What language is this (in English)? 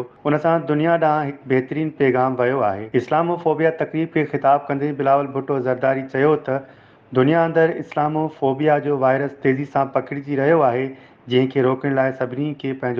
Sindhi